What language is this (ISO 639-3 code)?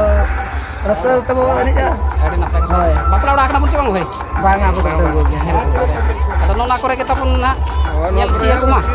sat